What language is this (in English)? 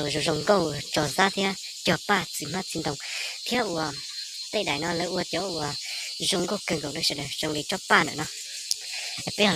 Hmong